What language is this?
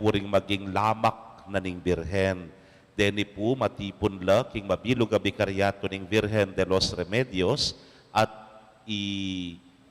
Pampanga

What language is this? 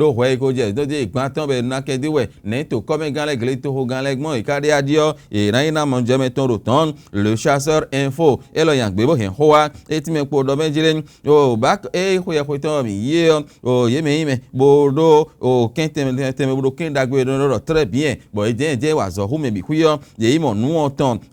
Fon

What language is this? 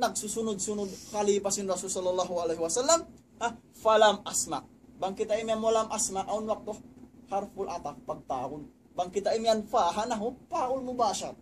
Tausug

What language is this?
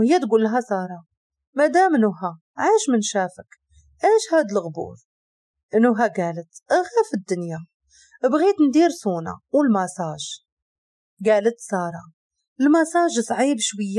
Moroccan Arabic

